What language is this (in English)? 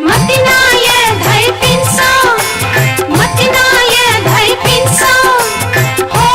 Newari